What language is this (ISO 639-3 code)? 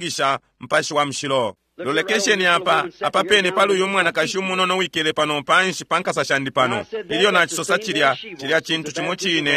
bem